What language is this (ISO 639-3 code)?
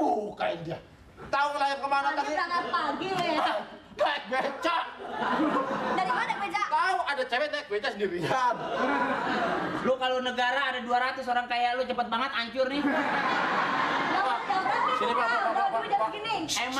ind